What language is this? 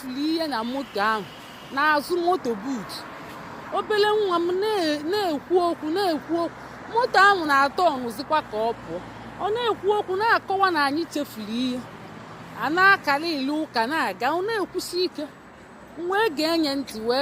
Igbo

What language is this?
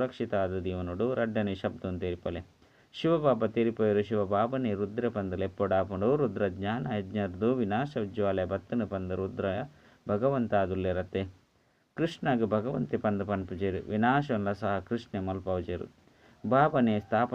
Tulu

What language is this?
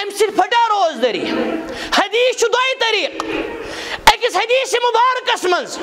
Kashmiri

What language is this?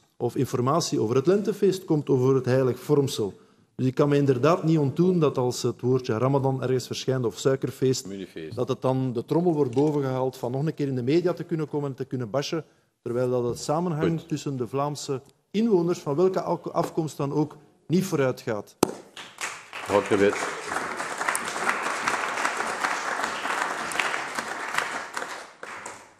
Dutch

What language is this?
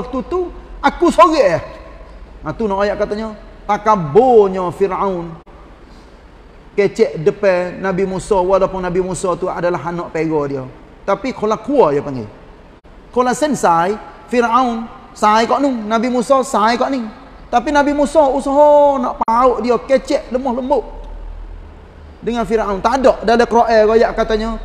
Malay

